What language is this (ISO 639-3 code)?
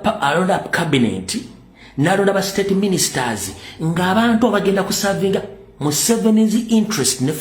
lug